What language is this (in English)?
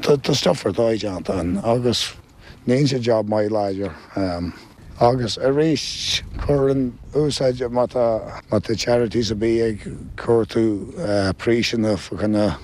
Irish